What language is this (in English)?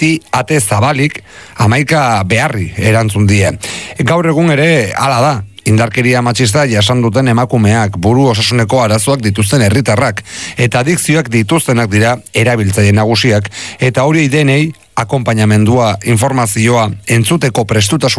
Basque